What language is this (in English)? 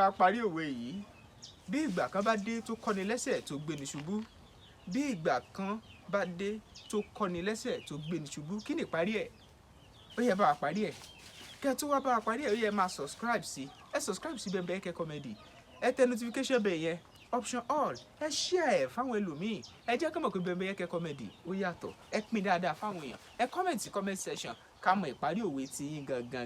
Yoruba